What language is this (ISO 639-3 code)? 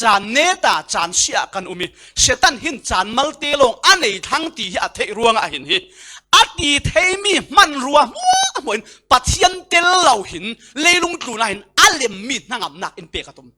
cfm